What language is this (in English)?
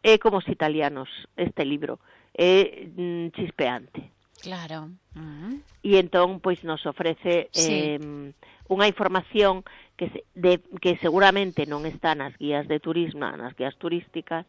Galician